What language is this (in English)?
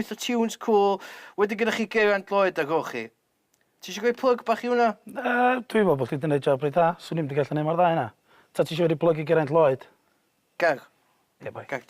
Welsh